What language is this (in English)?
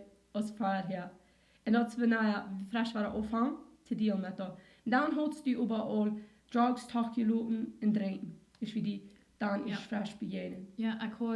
Plautdietsch